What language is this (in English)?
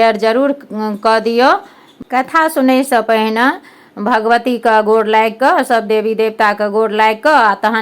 Maithili